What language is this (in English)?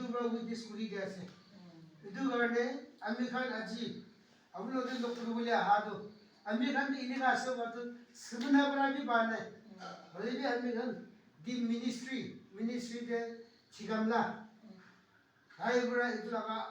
Naga Pidgin